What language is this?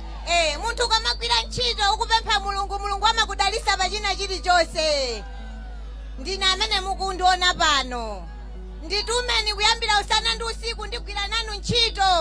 Nyanja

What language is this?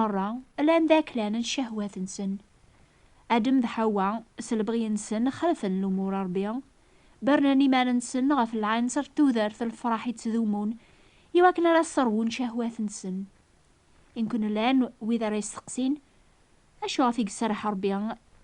Kabyle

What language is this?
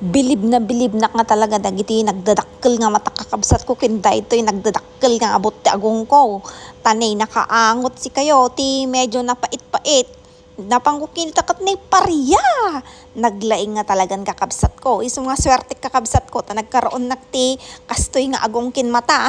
Iloko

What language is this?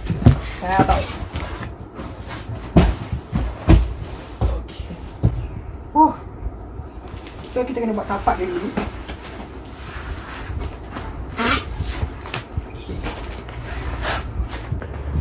Malay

